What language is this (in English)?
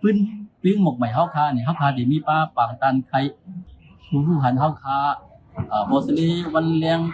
Shan